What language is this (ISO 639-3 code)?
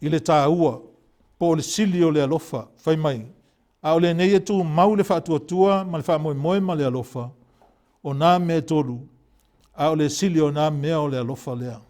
smo